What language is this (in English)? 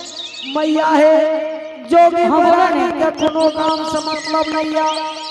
Angika